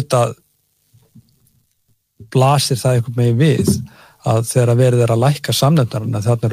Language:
Icelandic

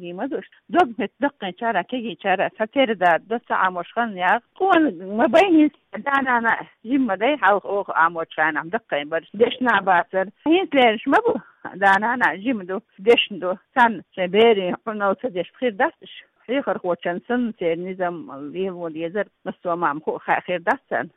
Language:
Chechen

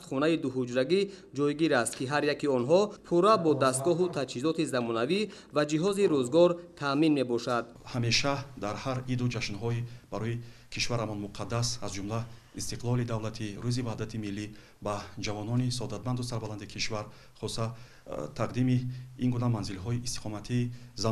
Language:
Tajik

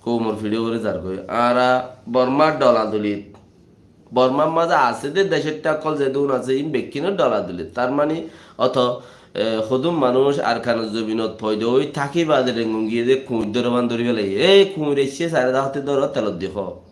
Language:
Rohingya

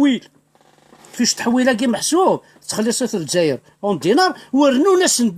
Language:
Kabyle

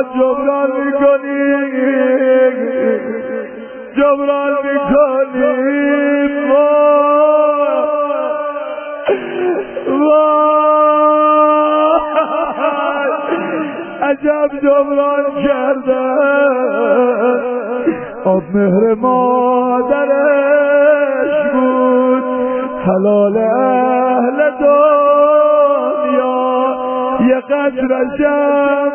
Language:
Persian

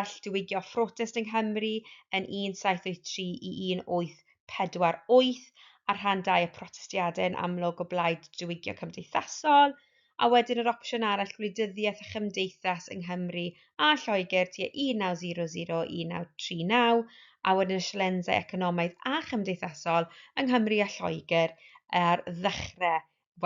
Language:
Welsh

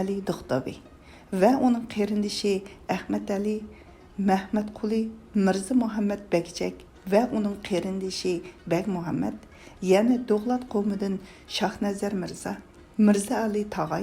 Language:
Uyghur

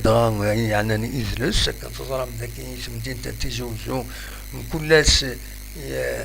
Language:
Kabyle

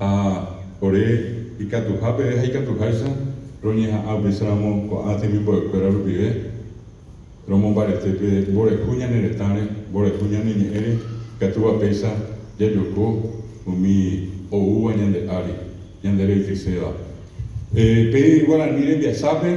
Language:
Guarani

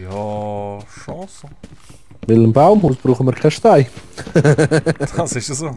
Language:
Swiss German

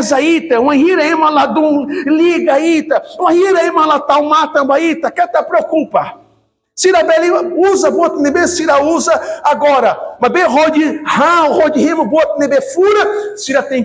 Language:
Tetum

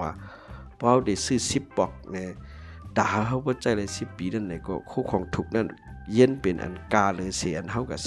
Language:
Shan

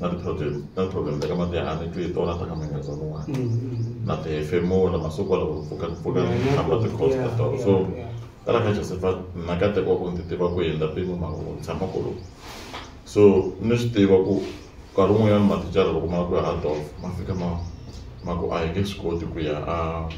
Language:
Tsonga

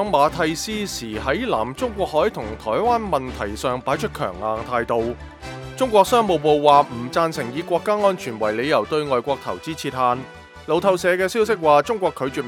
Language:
Cantonese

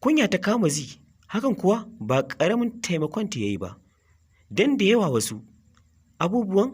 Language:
Hausa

